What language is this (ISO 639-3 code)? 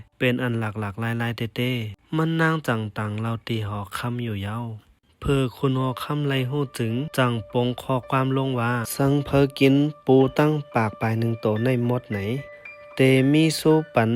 shn